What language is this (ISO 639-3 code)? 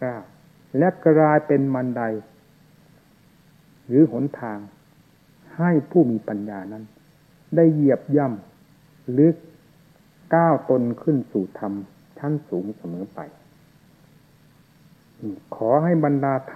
tha